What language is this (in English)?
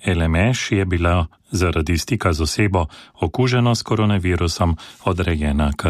Slovenian